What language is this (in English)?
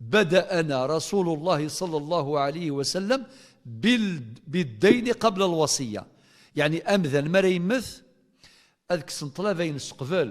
Kabyle